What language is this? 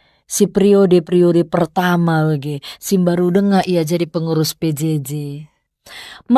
Batak Karo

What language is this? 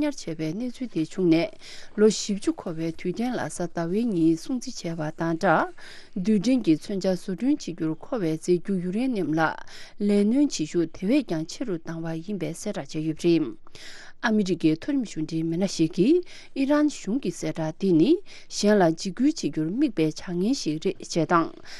Tibetan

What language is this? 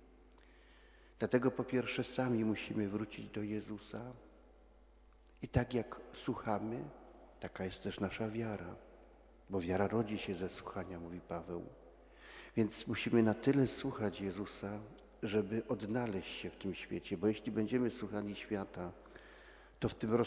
Polish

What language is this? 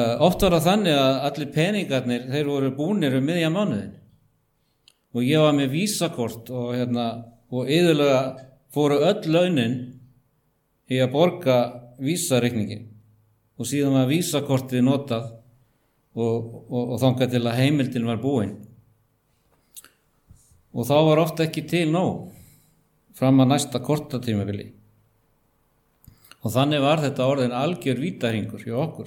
Icelandic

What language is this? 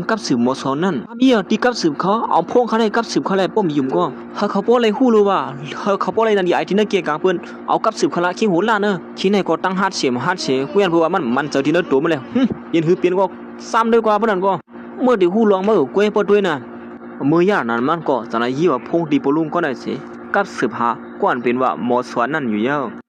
Shan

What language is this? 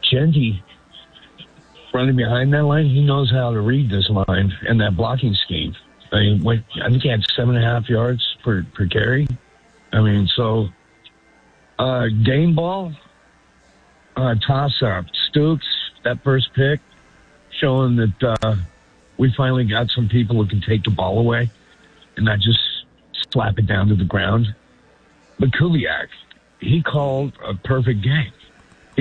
English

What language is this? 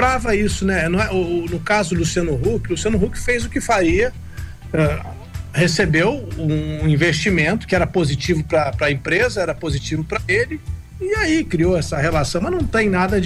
Portuguese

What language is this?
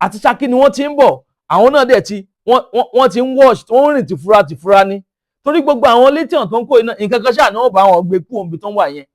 Yoruba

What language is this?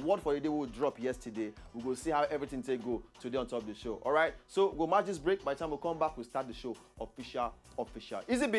Nigerian Pidgin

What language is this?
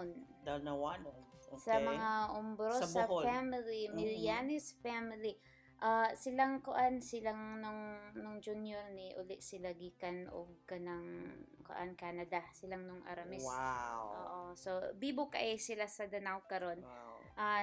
Cebuano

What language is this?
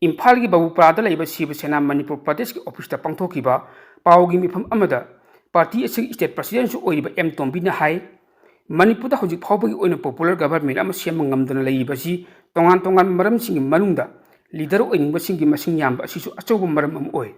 Manipuri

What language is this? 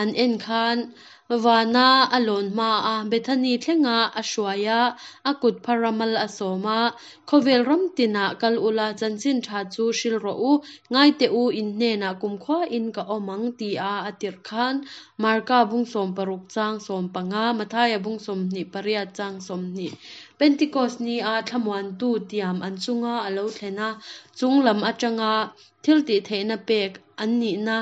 Hakha Chin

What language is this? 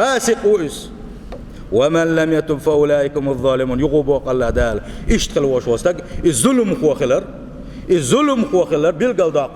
Chechen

